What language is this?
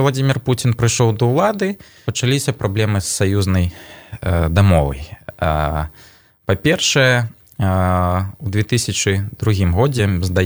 Belarusian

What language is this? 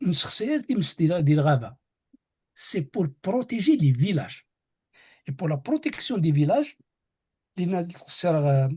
Kabyle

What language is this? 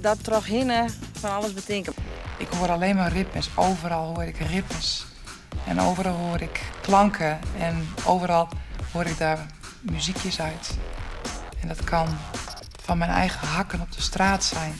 Western Frisian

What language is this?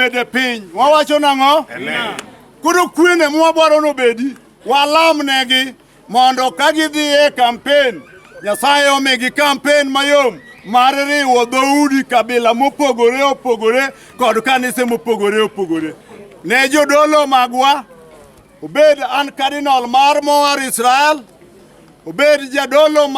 Luo (Kenya and Tanzania)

